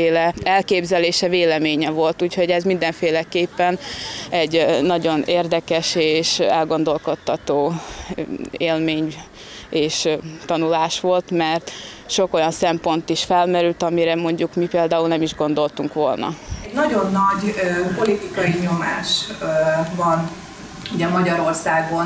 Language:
Hungarian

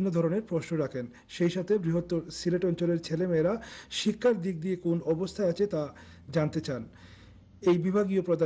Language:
Bangla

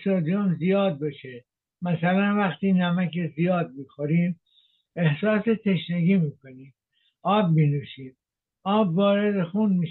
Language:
Persian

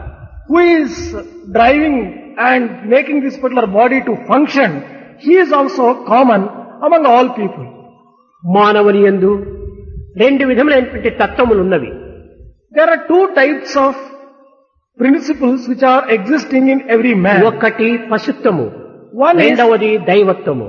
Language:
Telugu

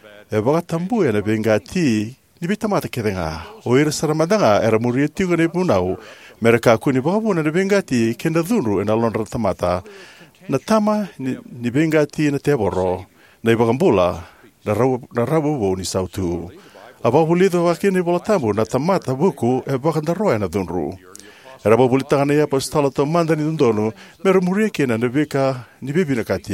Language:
Fijian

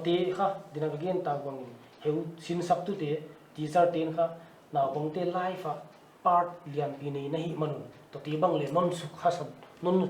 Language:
Paite Chin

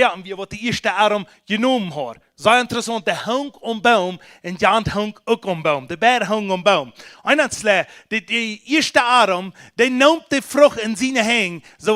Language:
Plautdietsch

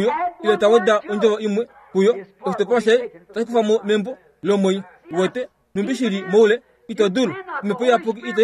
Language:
Kuanyama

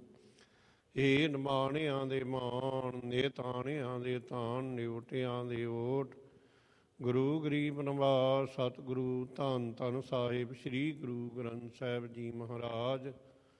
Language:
Punjabi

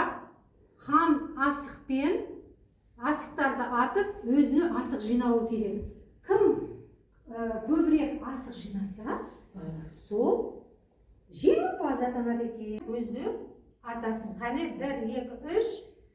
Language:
Kazakh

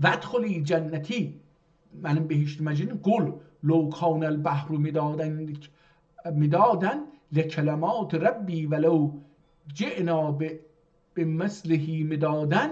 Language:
South Azerbaijani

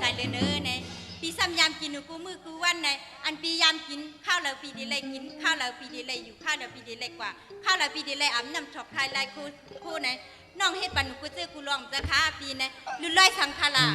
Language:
Shan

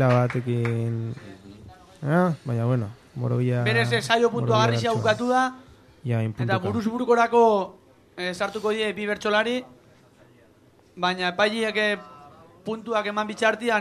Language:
Basque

